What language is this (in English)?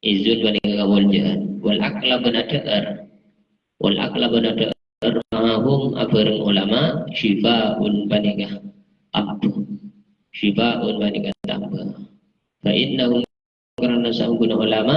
Madurese